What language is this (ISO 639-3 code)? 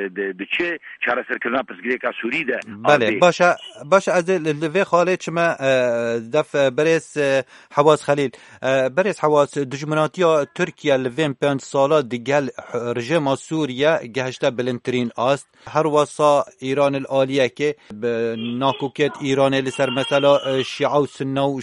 kur